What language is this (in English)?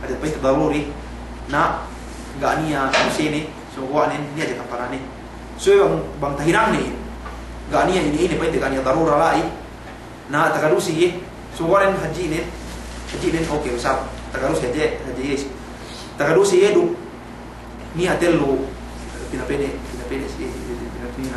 Yakan